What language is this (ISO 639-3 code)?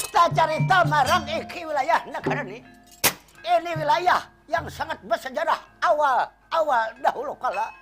bjn